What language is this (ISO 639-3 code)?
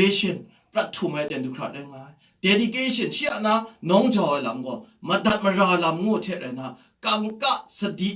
kac